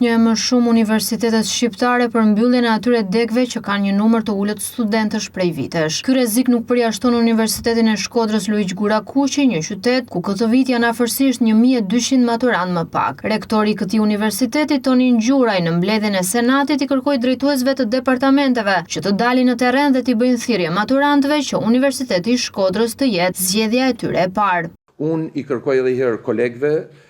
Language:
Albanian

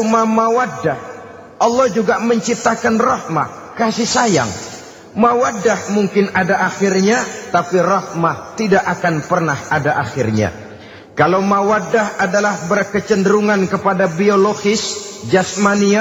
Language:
Indonesian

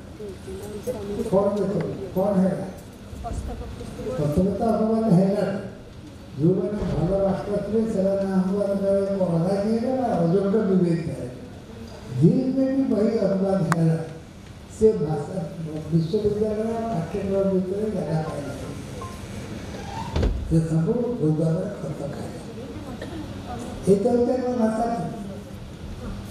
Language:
Odia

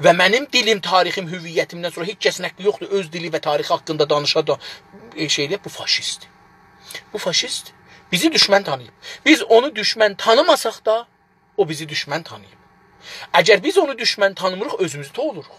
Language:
South Azerbaijani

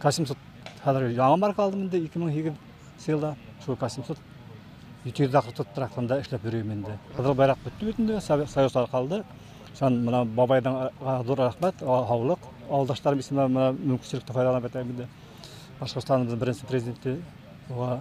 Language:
Bashkir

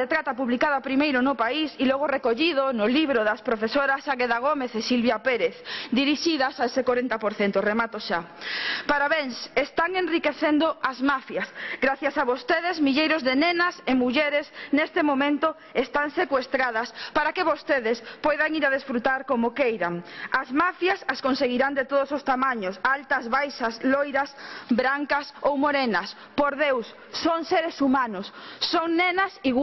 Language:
Galician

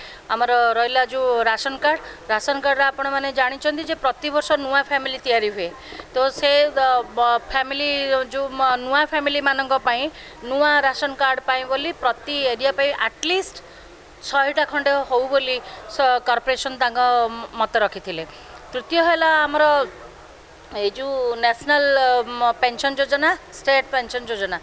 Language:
Odia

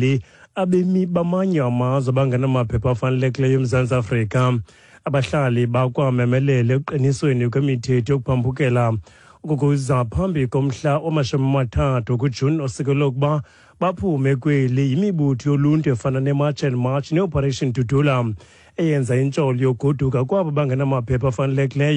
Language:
Xhosa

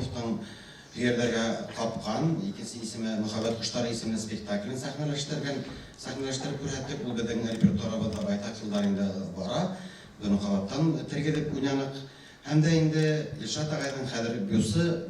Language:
Bashkir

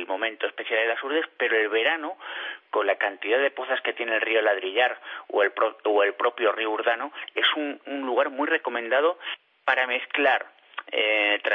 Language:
Spanish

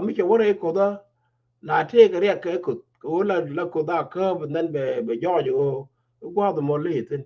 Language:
Nuer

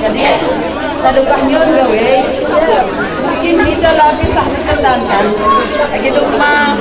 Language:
Batak Simalungun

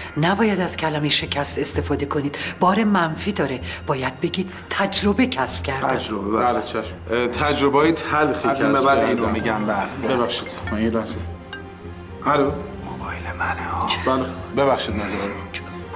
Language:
Persian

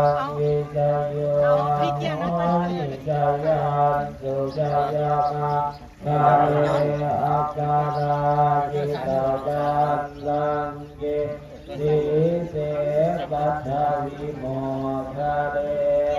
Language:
Pali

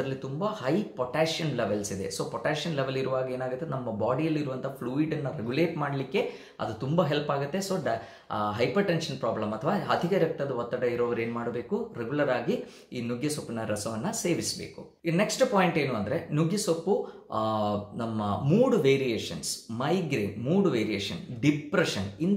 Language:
Kannada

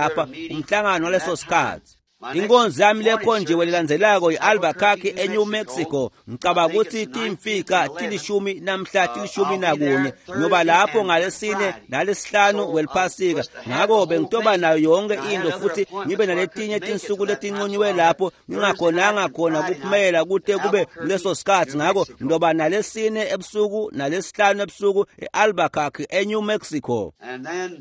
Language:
Swati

